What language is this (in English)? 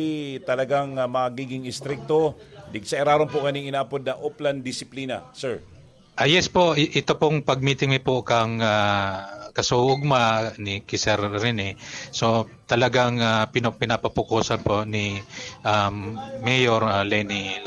Bikol